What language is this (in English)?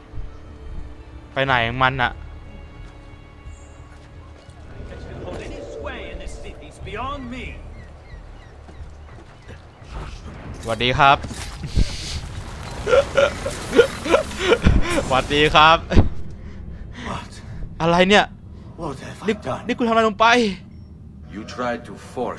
Thai